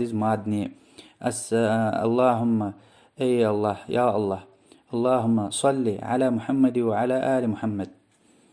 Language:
Lezghian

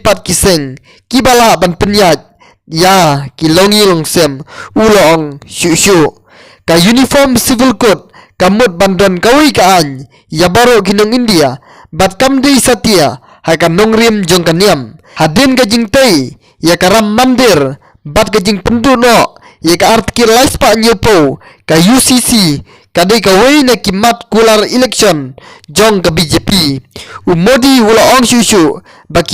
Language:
Khasi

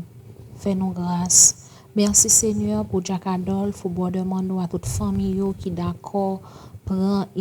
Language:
Haitian Creole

